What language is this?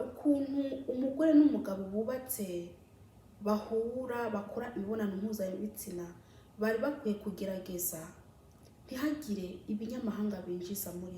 Kinyarwanda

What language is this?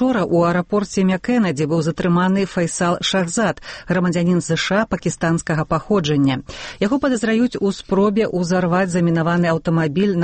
Belarusian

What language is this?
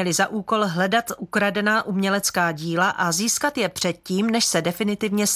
Czech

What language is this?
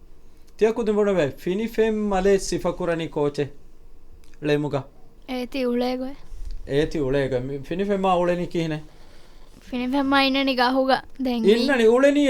Divehi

